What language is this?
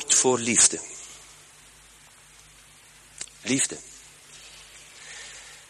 Dutch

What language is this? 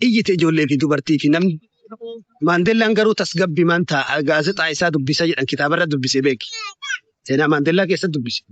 Oromo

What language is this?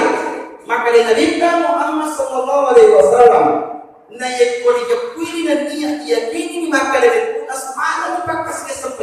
Buginese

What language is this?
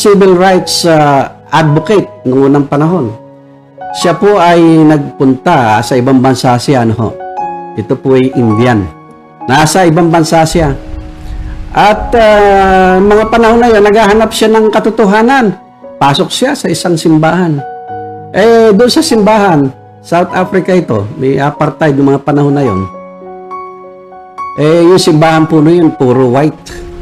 Filipino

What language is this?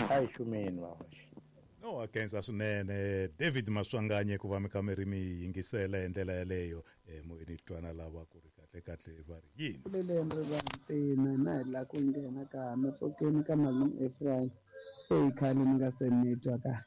Tsonga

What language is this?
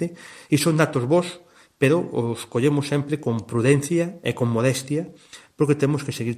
Galician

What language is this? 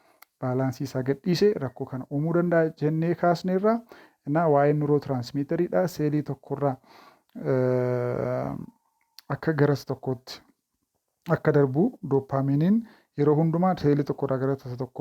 Oromo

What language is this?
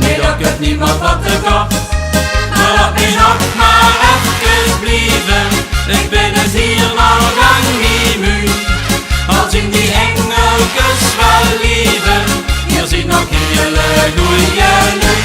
Limburgish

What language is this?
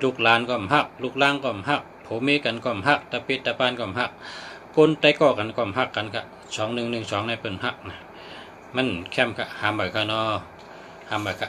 Shan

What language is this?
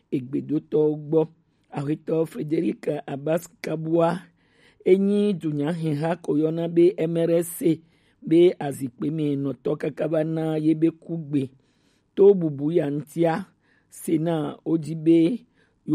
Gen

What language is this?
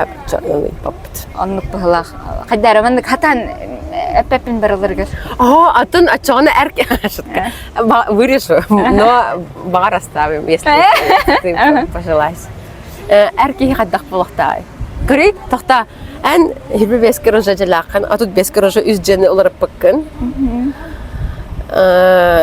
Yakut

